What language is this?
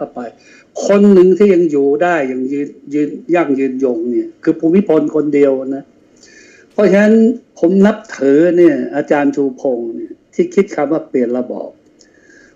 Thai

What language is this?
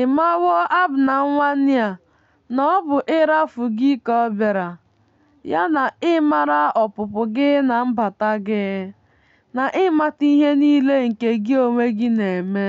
Igbo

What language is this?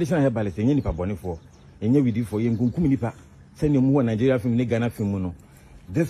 Nigerian Pidgin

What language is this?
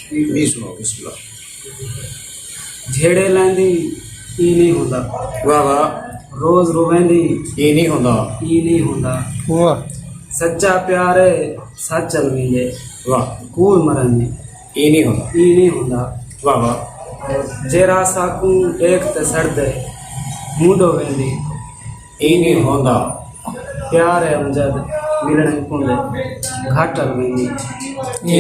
Saraiki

